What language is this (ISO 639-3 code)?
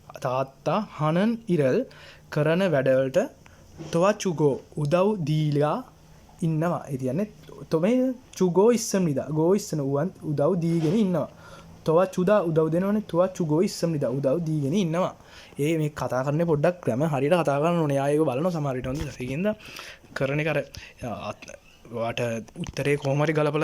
sin